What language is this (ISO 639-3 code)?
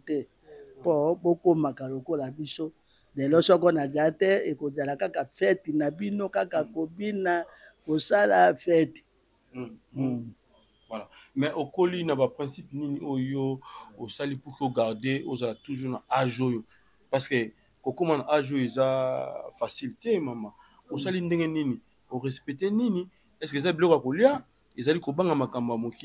lin